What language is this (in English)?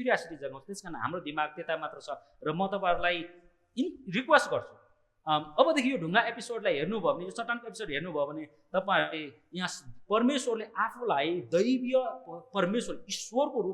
Nepali